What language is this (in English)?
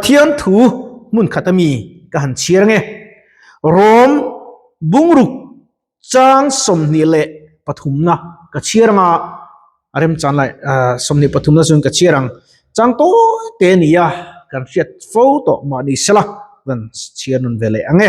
Mizo